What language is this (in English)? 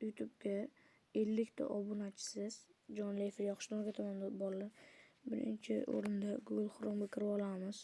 Uzbek